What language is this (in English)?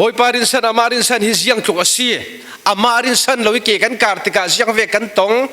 Falam Chin